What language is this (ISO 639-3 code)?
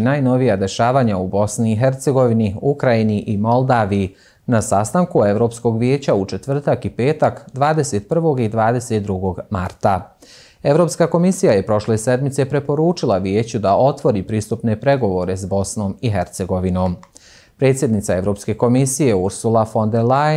bos